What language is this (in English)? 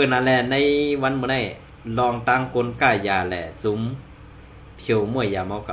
Shan